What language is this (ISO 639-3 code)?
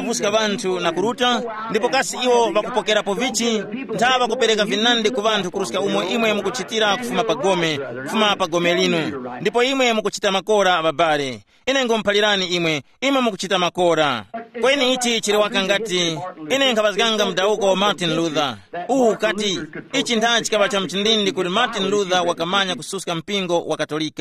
tum